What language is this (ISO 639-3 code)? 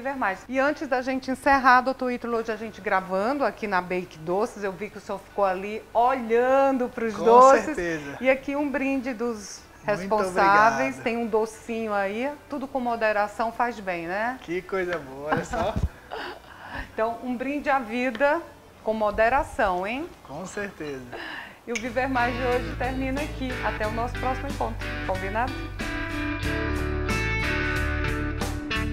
por